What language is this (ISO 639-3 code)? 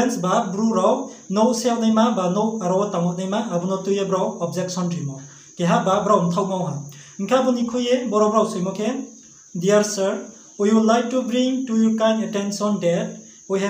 ria